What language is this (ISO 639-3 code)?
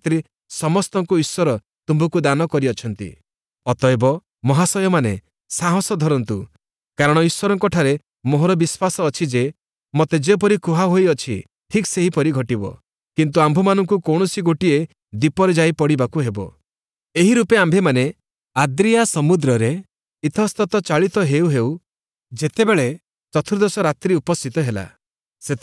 ori